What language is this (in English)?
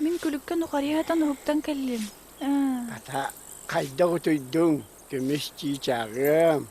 Yakut